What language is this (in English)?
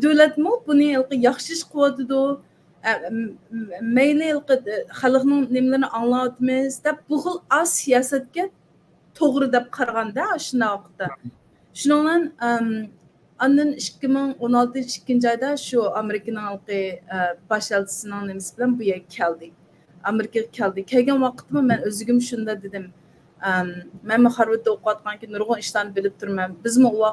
Uyghur